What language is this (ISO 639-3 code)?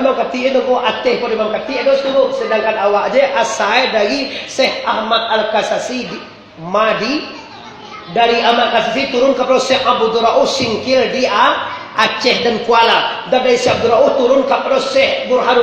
min